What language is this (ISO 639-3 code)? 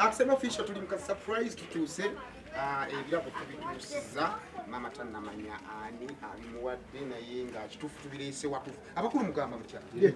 lug